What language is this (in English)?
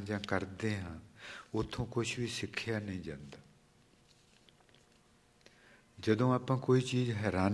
Punjabi